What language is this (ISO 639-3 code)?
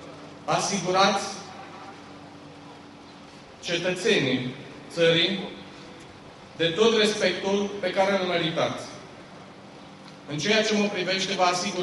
ron